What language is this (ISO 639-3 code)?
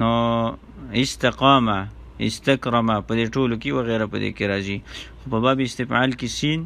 pus